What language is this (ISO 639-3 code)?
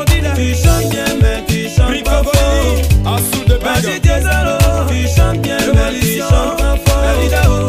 fra